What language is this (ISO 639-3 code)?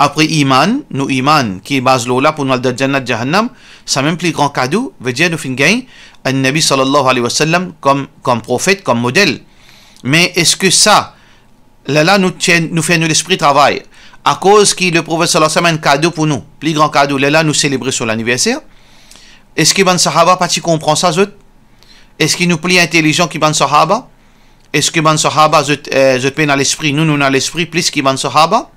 mfe